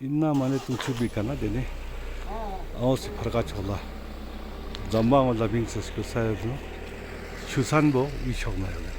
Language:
Ladakhi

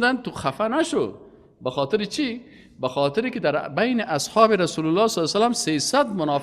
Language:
Persian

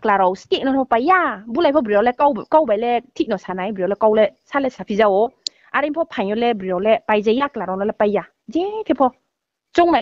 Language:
Riang (India)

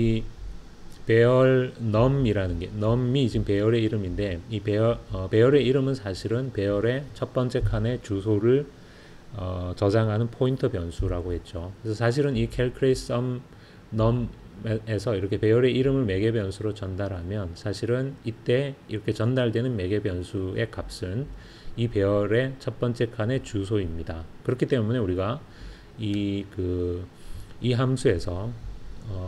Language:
Korean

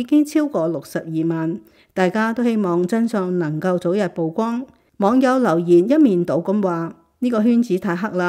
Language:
Cantonese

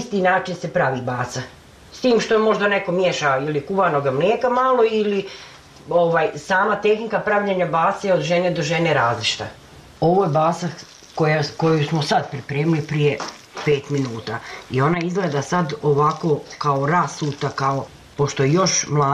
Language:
Bosnian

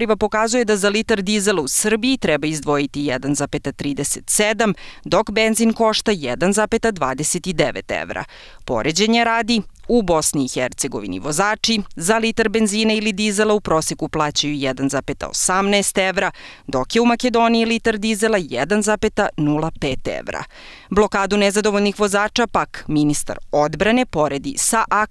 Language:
Serbian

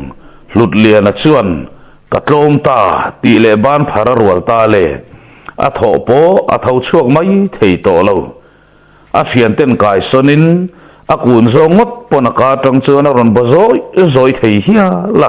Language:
Mizo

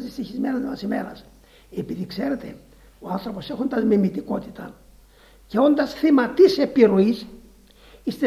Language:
Greek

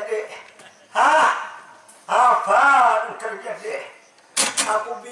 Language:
Banjar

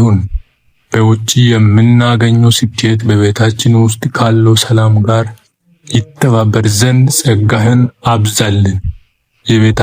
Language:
Amharic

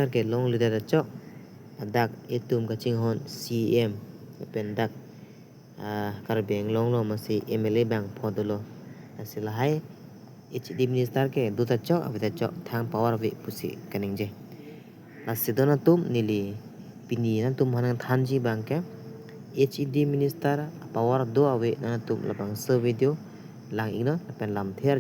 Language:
Karbi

